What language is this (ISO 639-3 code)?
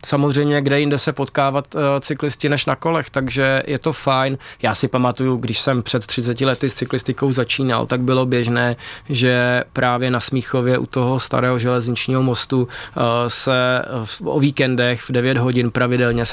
ces